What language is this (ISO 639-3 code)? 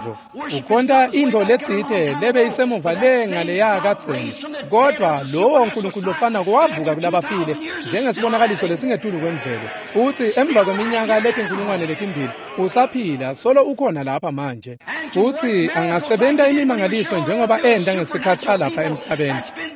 ssw